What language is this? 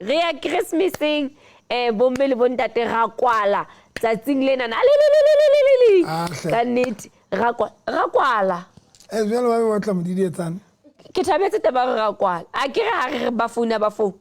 Southern Sotho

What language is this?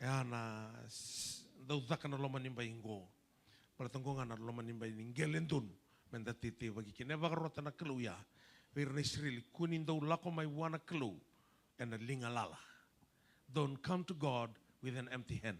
Fijian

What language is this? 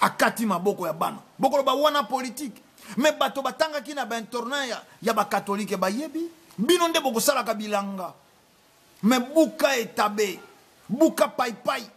Lingala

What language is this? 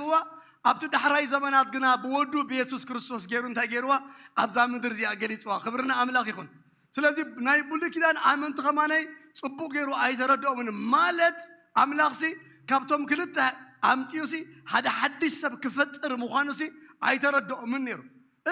Tigrinya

